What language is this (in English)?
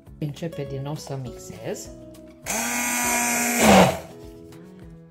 Romanian